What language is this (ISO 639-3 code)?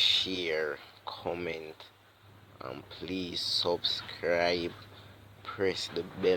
jam